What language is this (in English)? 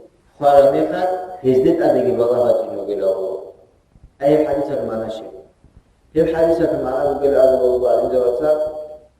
Avaric